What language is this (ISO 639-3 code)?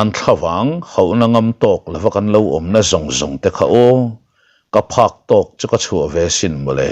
lus